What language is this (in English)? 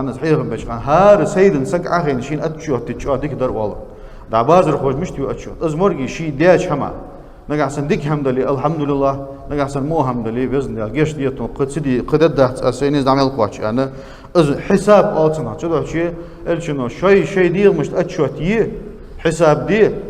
Ingush